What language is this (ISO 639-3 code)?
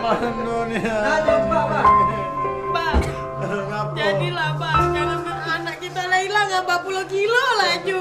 mui